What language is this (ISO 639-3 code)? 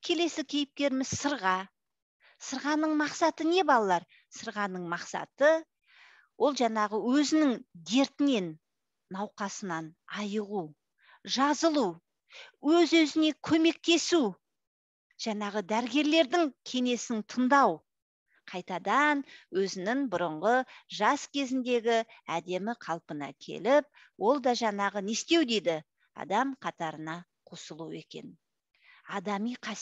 kaz